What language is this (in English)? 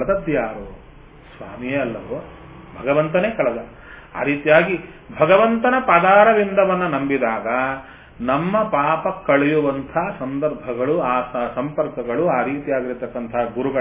Kannada